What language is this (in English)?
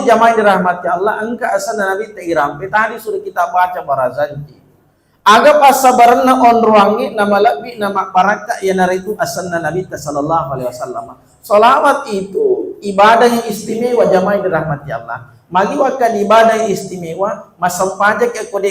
Buginese